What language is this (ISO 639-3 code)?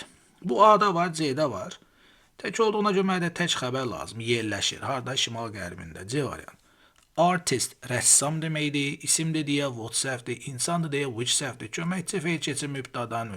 aze